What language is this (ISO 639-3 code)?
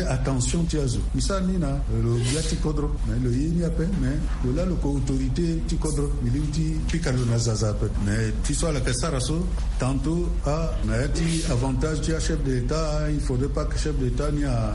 sag